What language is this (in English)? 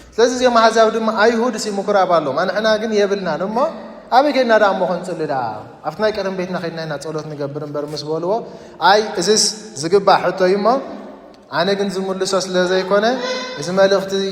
Tigrinya